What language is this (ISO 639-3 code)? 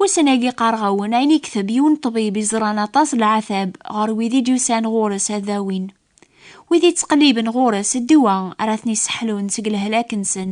kab